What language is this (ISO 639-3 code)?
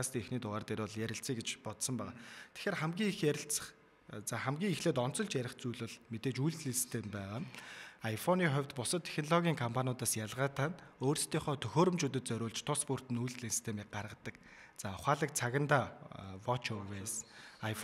mon